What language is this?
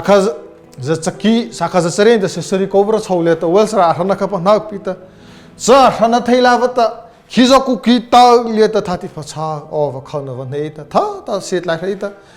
Mara Chin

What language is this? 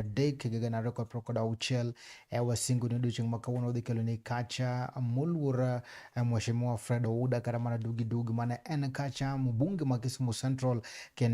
Luo (Kenya and Tanzania)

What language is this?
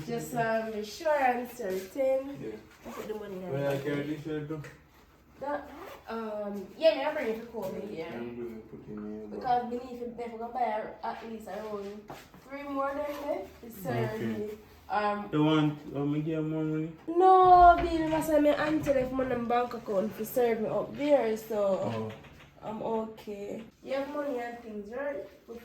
Jamaican Creole English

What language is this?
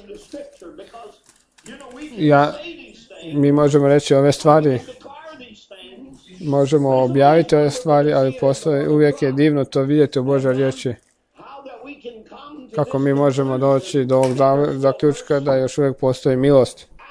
Croatian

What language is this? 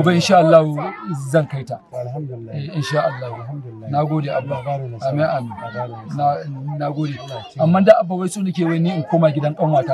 Hausa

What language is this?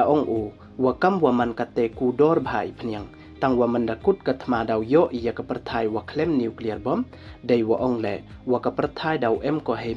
Pnar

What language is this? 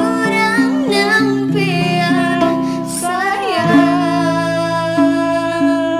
Banjar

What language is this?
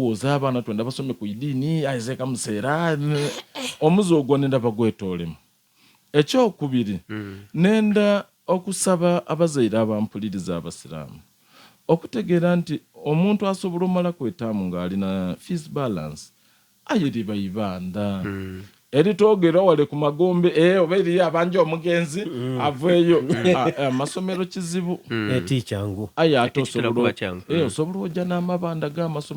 Soga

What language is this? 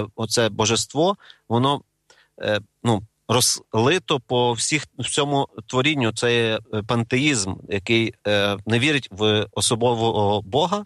Ukrainian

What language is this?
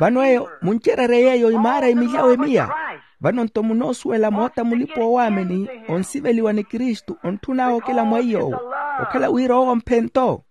Makhuwa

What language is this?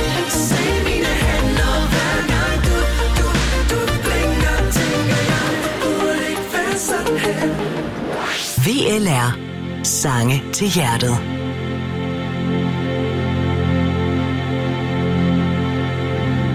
Danish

